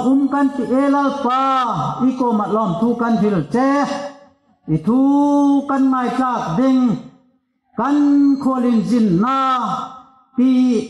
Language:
Hmar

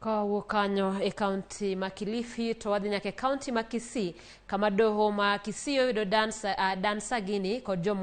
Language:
Luo (Kenya and Tanzania)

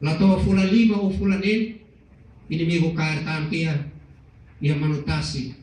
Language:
Tetum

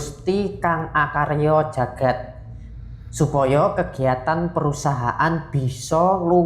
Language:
Javanese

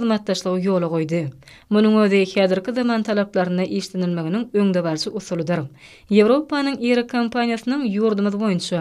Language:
Turkmen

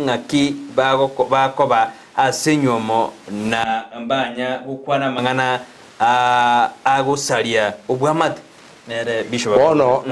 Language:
Gusii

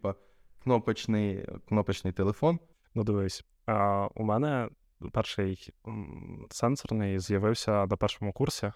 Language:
Ukrainian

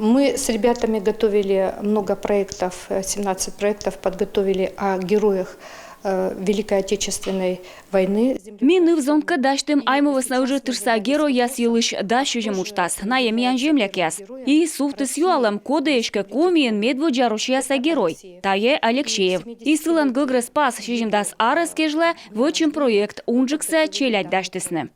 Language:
Komi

